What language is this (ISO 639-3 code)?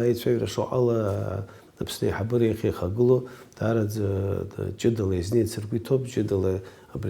abk